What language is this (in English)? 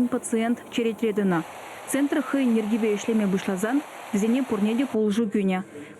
Chuvash